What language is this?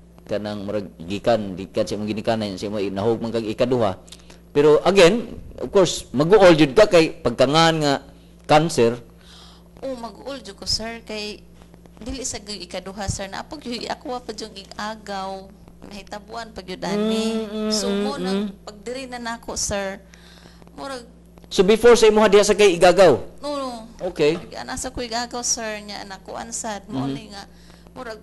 Cebuano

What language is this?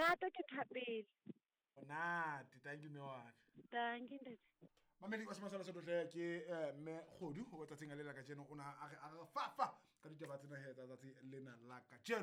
Southern Sotho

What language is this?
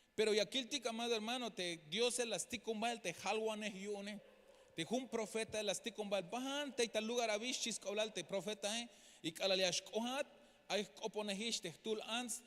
Tzeltal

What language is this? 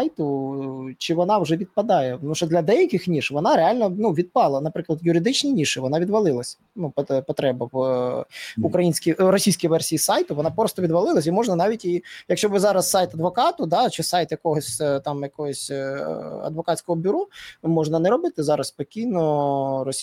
Ukrainian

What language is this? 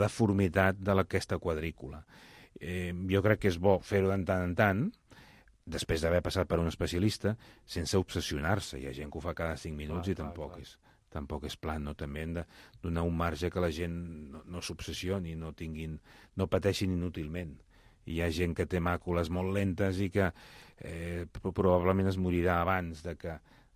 Catalan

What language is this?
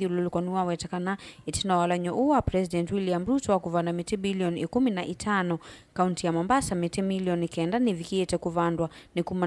Kamba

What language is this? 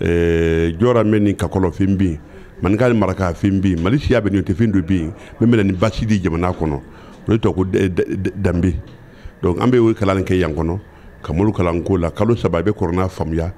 Bambara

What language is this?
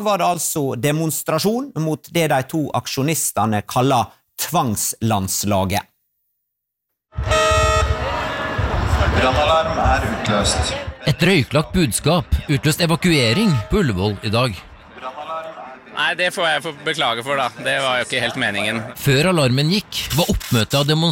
Norwegian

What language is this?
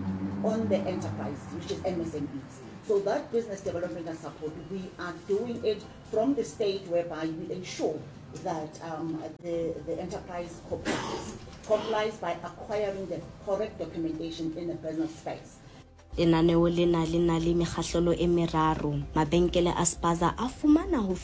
Southern Sotho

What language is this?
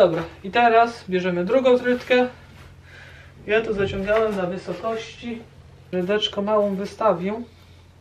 Polish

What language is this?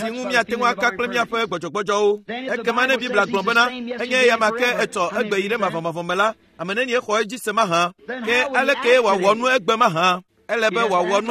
Ewe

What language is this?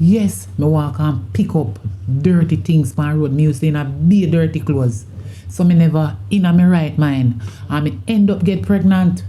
Jamaican Creole English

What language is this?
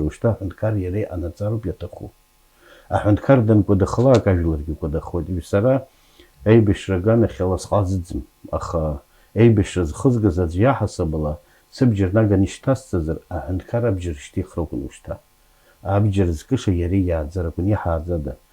Abkhazian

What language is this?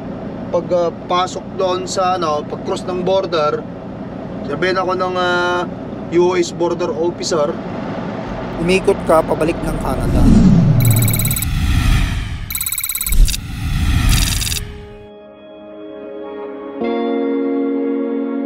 Filipino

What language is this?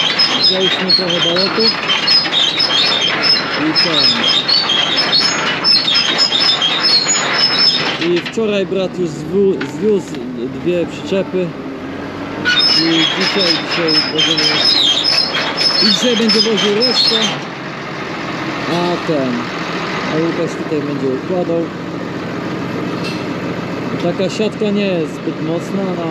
Polish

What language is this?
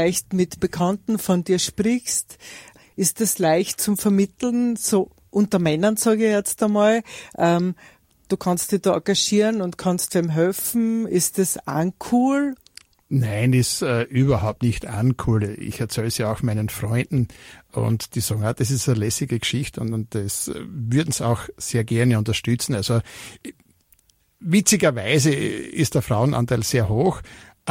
German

